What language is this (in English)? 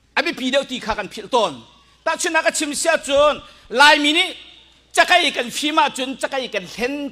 Hakha Chin